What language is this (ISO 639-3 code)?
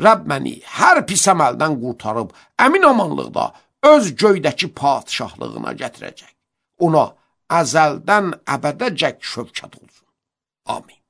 aze